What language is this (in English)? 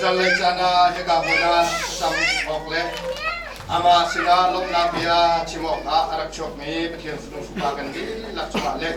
Hakha Chin